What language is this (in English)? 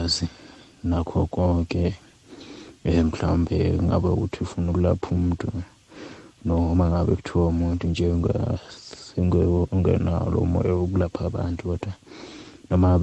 South Ndebele